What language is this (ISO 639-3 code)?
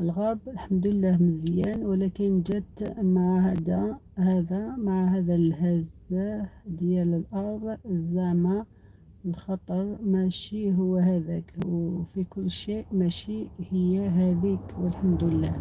arq